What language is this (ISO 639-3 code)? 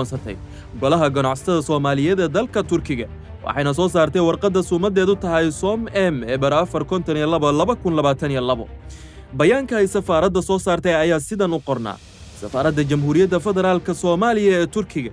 som